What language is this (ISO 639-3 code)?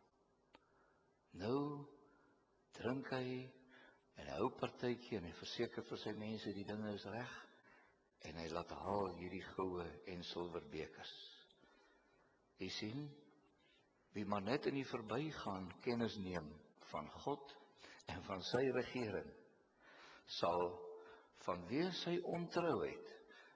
afr